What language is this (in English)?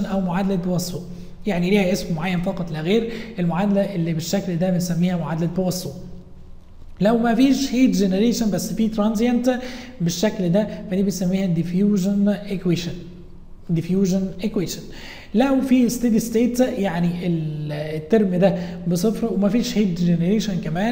Egyptian Arabic